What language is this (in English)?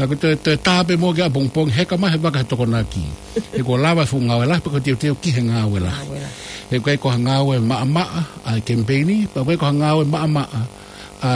Tongan